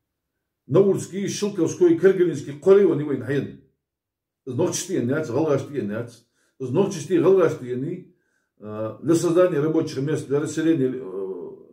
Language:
Chechen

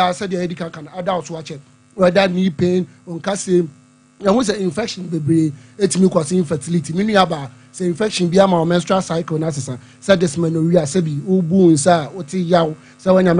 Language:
Akan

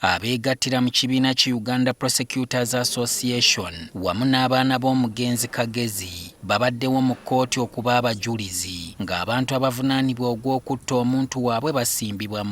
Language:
Ganda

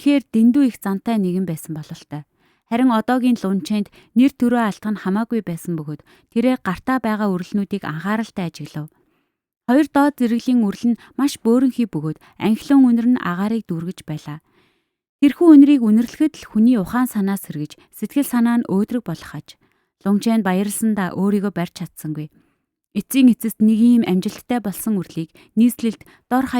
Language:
Mongolian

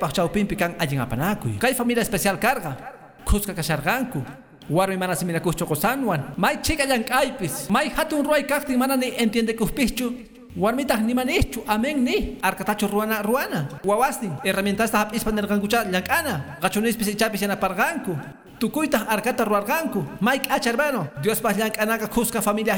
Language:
Quechua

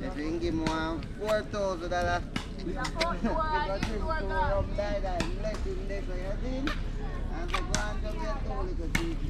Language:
Jamaican Creole English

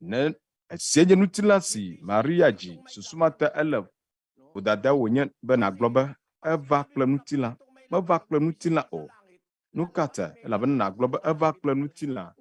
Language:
Ewe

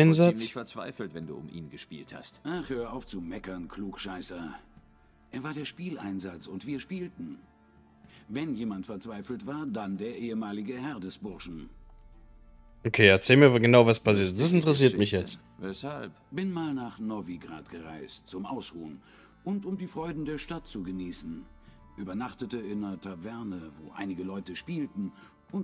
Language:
German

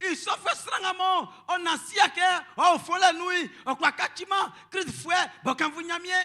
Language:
Baoulé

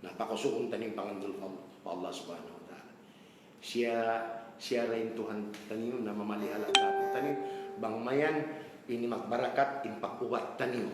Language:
Tausug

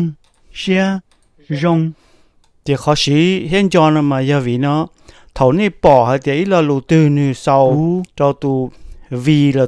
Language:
Hmong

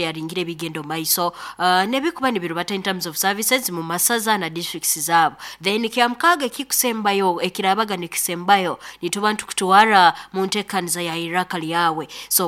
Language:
Nyoro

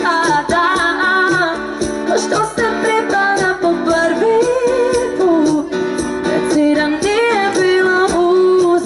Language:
Croatian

